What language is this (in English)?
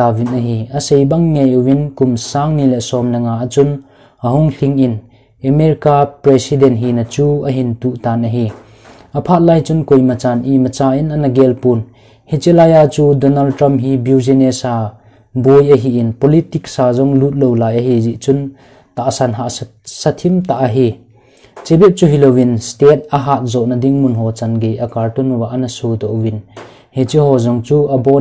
Thado Chin